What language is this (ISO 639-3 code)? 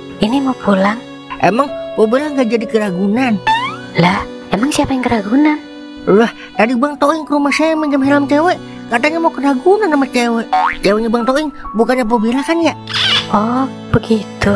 bew